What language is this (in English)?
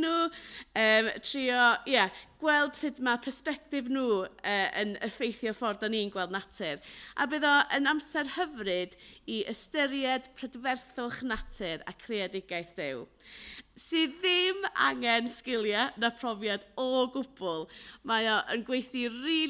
Welsh